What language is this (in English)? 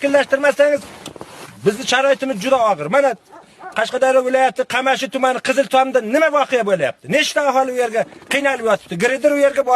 Uzbek